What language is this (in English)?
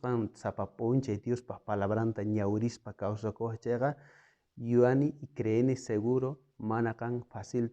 South Bolivian Quechua